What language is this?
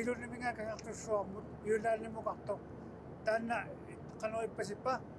Kalaallisut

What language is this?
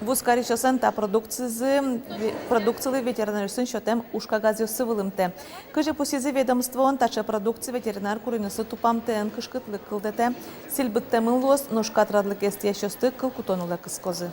Udmurt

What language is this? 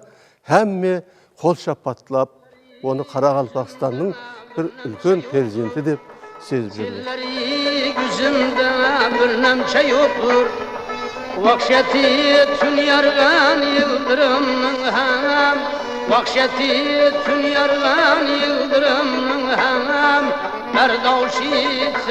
Kara-Kalpak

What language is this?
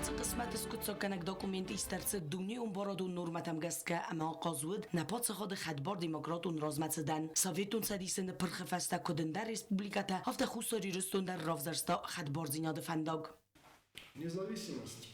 Ossetic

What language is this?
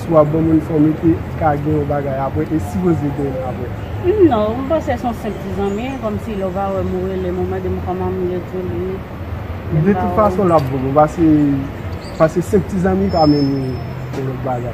Haitian Creole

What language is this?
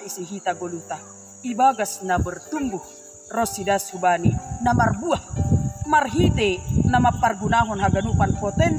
Batak Simalungun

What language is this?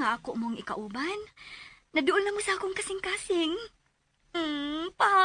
Cebuano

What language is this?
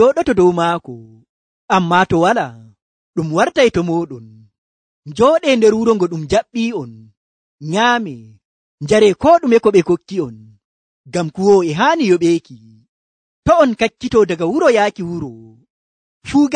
Nigerian Fulfulde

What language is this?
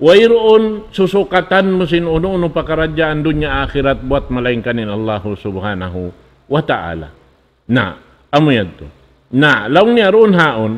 Tausug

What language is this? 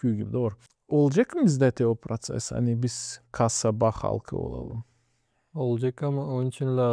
Gagauz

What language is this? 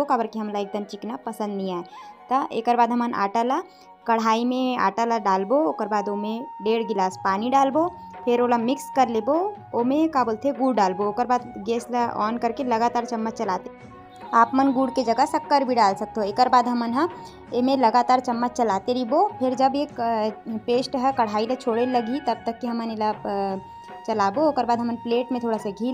Chhattisgarhi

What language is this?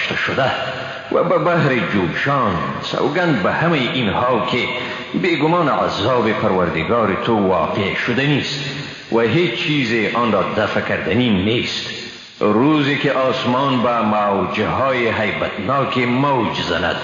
Persian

